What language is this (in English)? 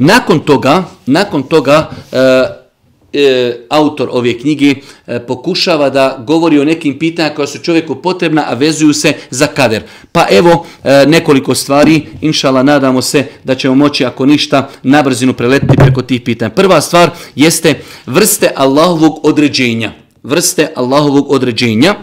Bosnian